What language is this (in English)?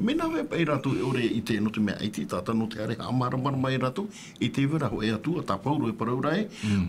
Tahitian